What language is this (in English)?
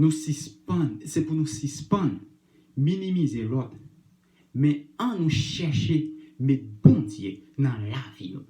Haitian Creole